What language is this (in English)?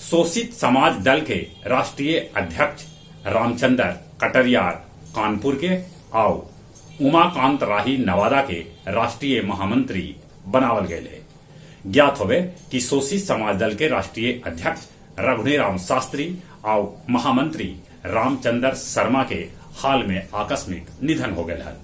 Magahi